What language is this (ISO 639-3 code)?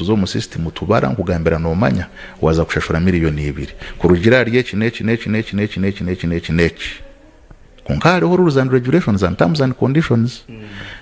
nyn